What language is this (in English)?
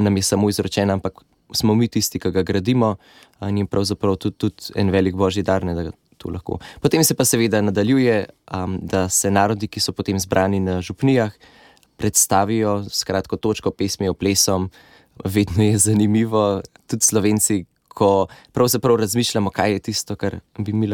Slovenian